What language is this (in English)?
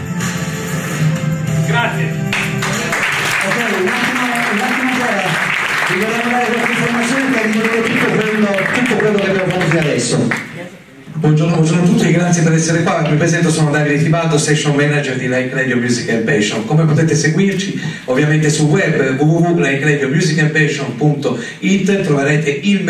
Italian